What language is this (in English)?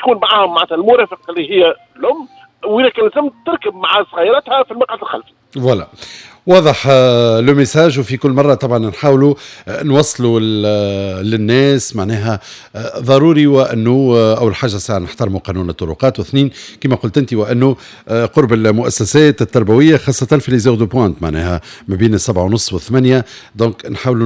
Tunisian Arabic